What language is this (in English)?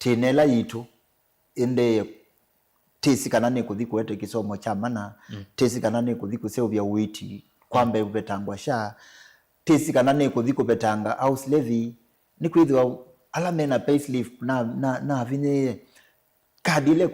Kamba